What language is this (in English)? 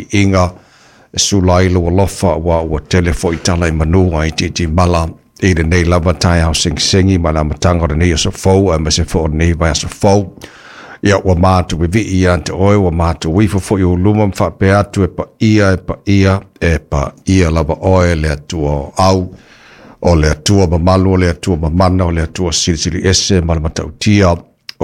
Samoan